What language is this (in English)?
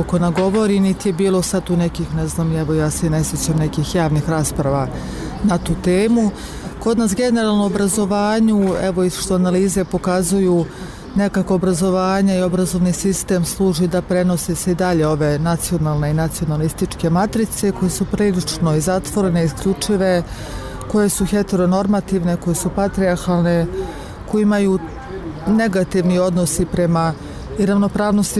Bosnian